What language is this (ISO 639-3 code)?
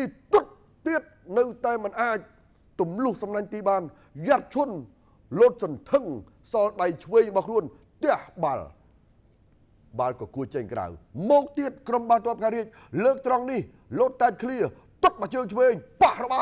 khm